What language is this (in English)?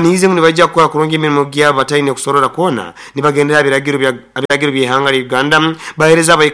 Nyankole